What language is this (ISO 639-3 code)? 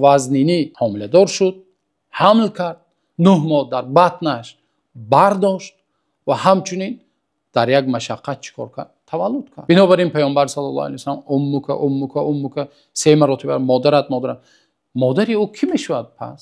tgk